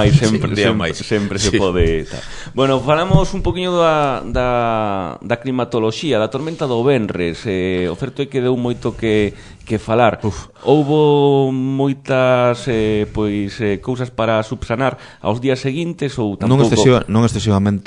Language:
Galician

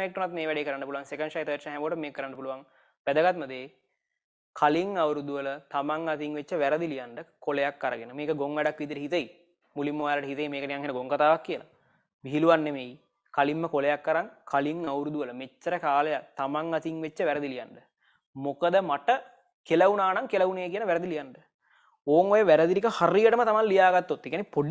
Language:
Sinhala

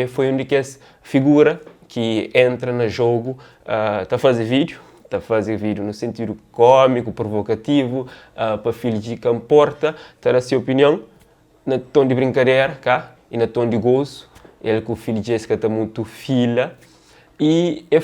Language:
Kabuverdianu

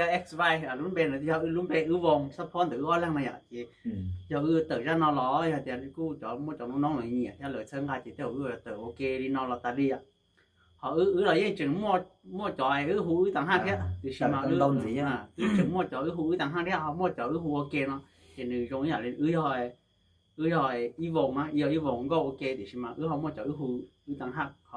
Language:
Hmong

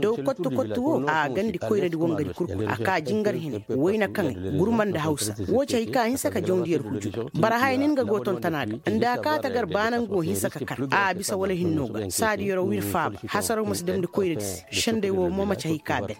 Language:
Koyraboro Senni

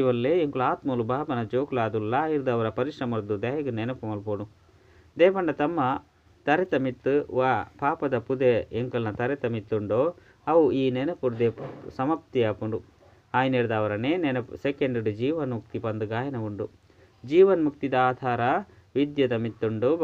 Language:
Tulu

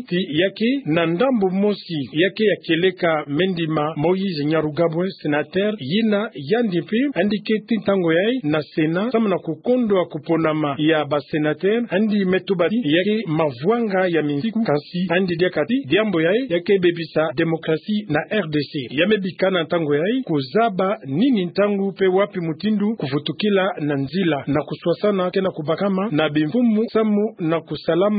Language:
Kituba (Democratic Republic of Congo)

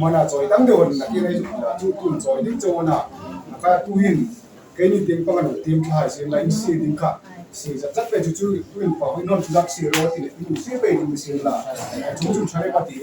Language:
Hmar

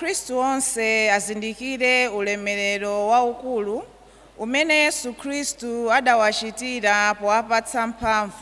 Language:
Nyanja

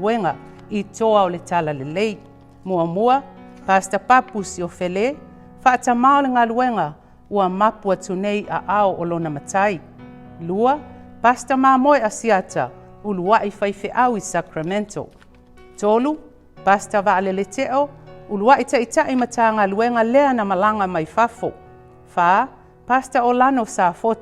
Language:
Samoan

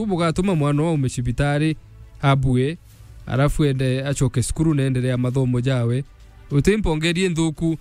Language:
Meru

